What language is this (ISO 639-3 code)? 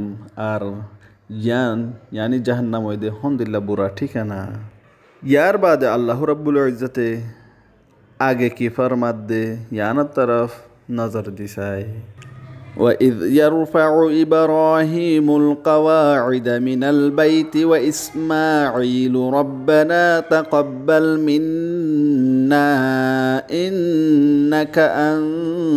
rhg